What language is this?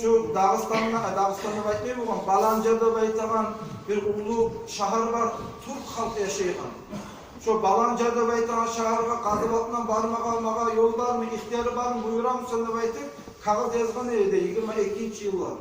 Kumyk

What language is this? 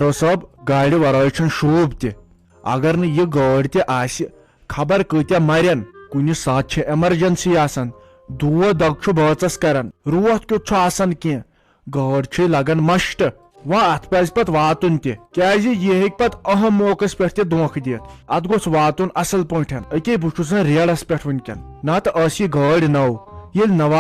Kashmiri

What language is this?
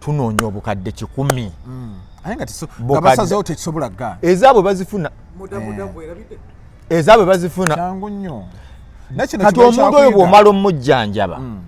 Ganda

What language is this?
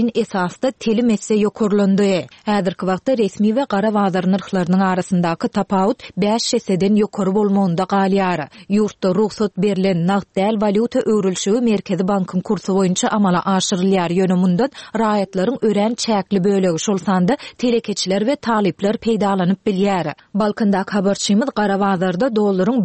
Turkmen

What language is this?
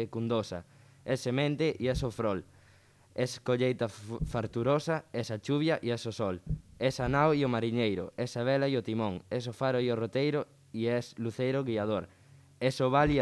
Galician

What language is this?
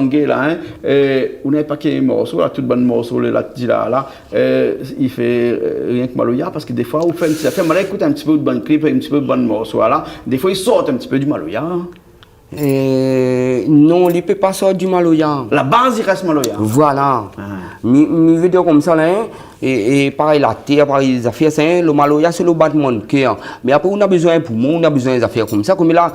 Réunion Creole French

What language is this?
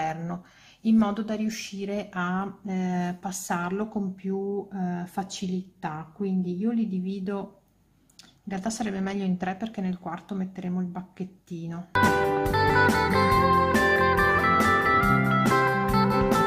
Italian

